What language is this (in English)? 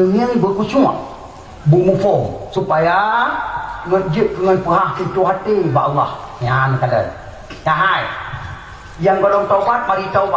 Achinese